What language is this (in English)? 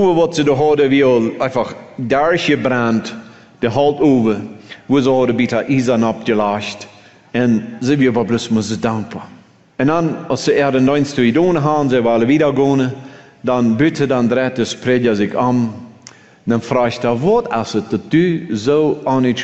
German